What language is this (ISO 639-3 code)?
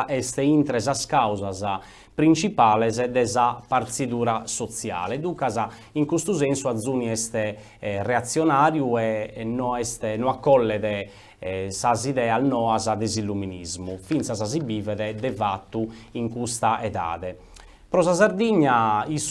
srd